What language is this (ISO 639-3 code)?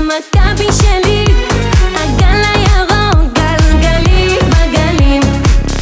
heb